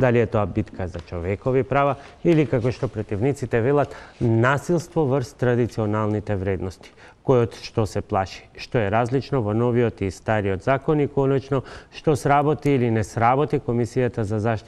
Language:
Macedonian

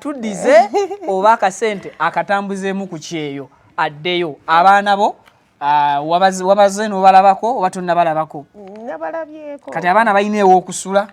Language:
Ganda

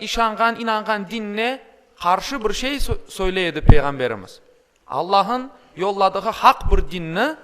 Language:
Crimean Tatar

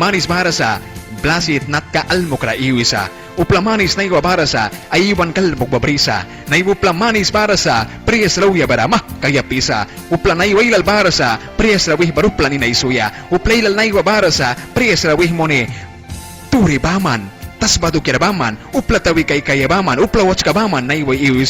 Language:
Mískito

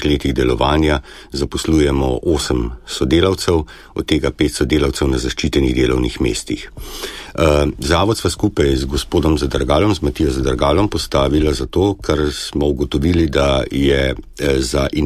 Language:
Slovenian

